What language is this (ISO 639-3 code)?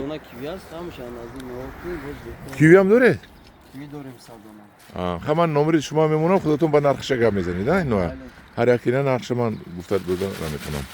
tgk